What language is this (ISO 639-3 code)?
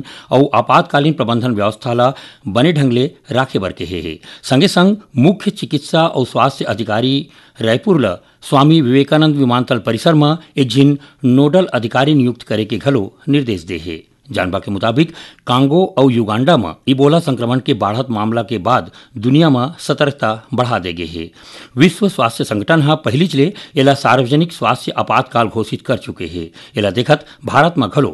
hne